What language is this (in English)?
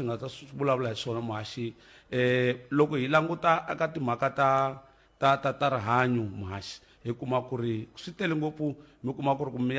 Tsonga